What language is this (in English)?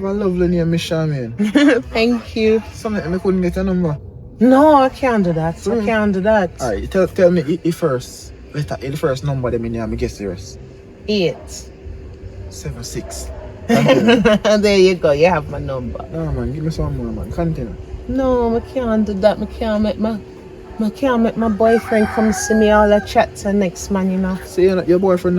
Jamaican Creole English